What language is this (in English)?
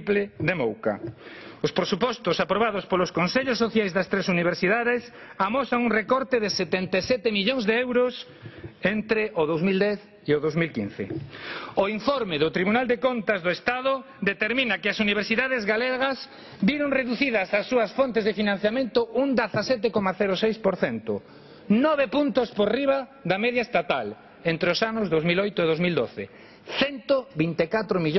Galician